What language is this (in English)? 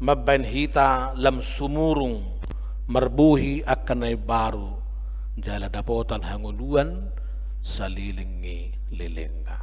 Batak Toba